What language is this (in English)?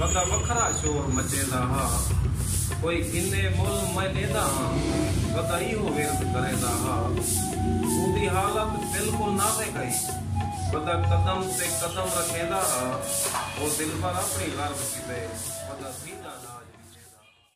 Saraiki